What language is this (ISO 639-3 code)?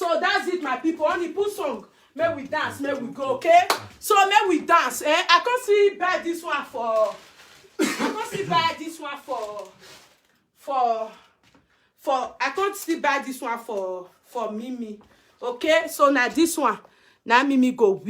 pcm